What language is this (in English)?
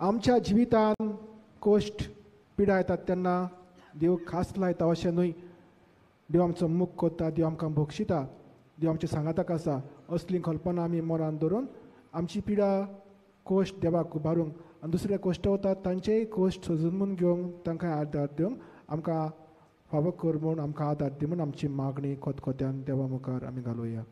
Konkani